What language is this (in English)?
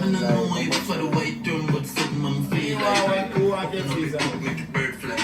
Jamaican Creole English